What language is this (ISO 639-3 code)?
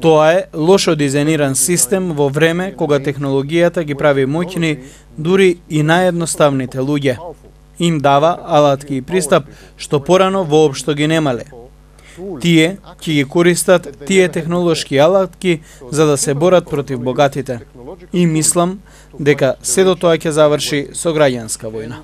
mkd